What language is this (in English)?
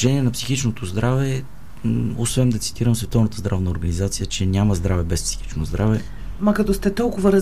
Bulgarian